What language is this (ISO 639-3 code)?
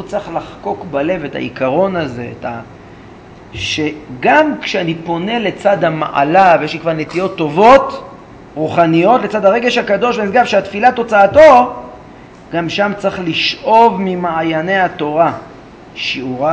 heb